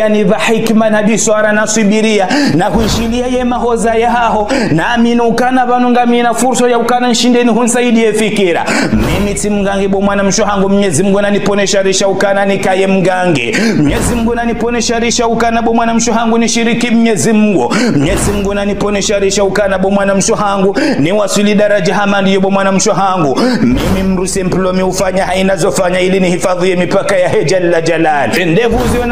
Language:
Ngazidja Comorian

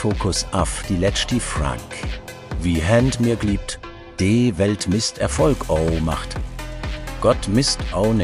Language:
Swiss German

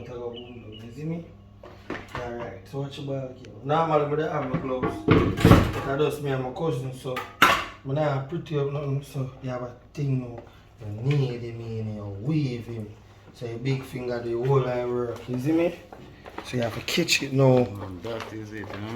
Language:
Jamaican Creole English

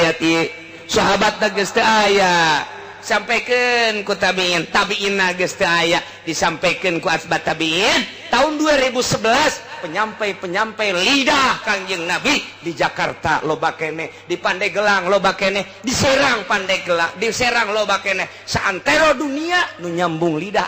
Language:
Sundanese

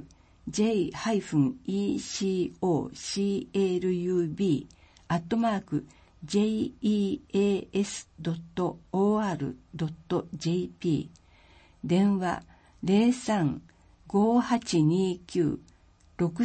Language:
Japanese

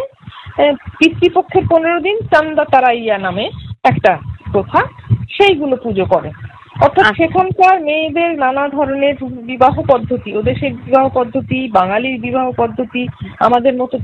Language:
Bangla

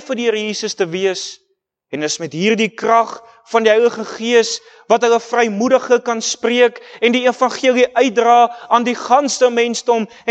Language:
Afrikaans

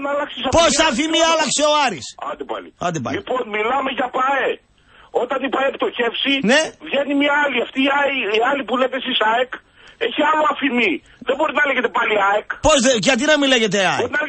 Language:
Greek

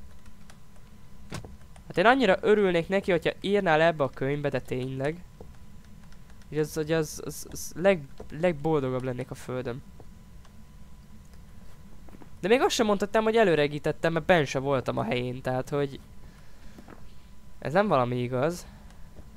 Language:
Hungarian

